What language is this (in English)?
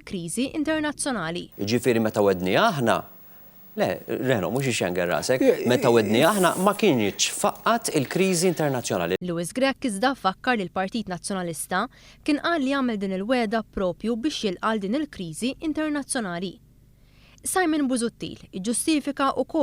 Maltese